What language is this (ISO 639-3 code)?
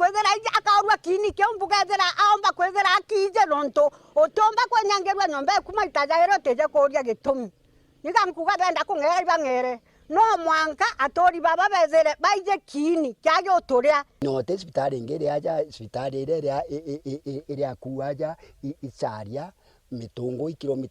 mer